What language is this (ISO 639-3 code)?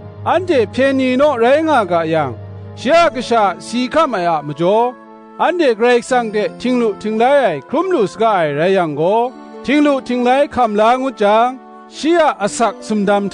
kac